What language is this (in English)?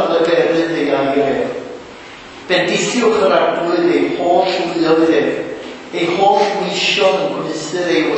Welsh